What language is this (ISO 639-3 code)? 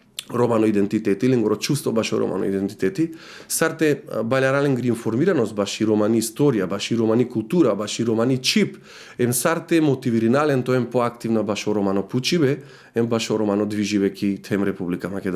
rmn